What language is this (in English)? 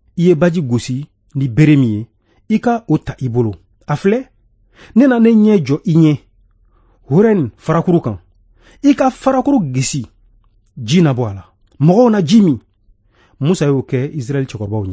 Bambara